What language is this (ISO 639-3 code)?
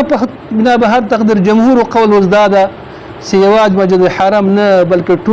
pus